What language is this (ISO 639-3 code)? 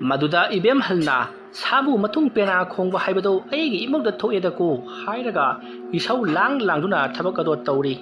mni